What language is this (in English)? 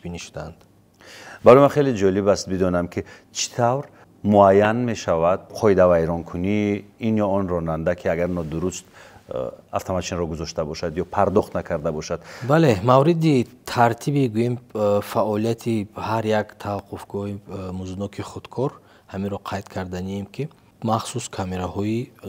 Tajik